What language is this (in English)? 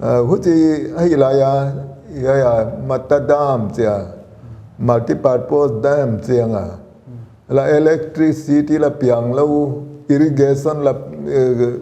Paite Chin